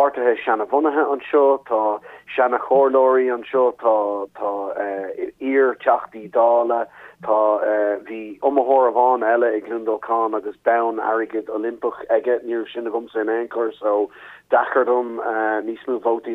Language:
Irish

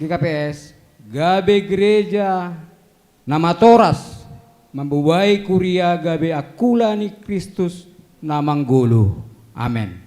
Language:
Batak Simalungun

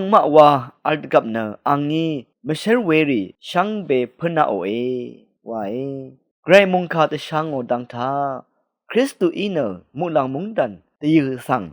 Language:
Rawang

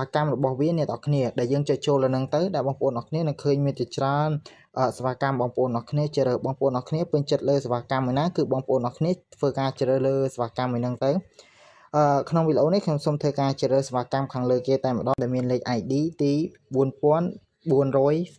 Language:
Khmer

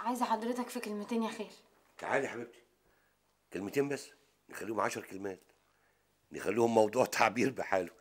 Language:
Egyptian Arabic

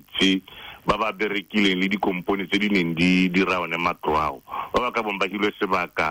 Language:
Tswana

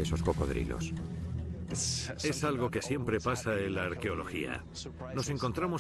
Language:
Spanish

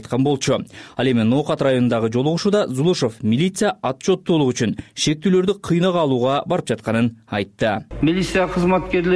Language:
Kyrgyz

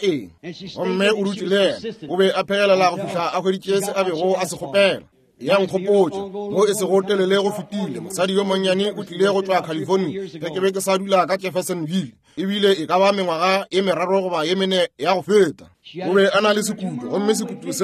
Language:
Northern Sotho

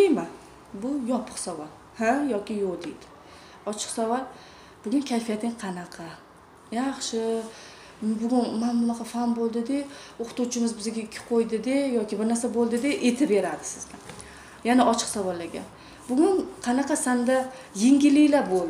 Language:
Uzbek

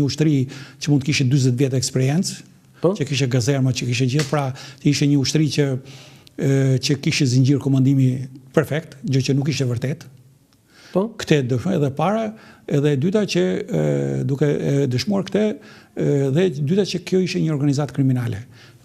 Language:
Albanian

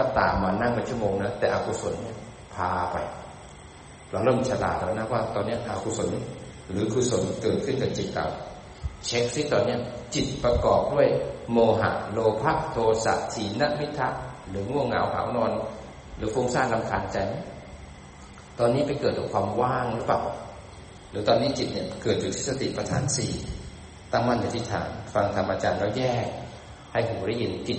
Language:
Thai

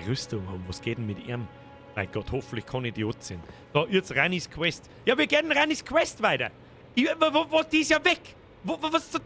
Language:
Bavarian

